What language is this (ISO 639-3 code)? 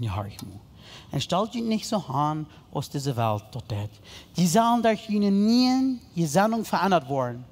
pdt